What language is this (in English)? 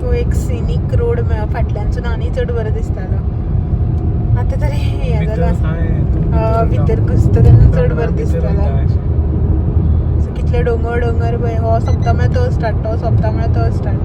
Konkani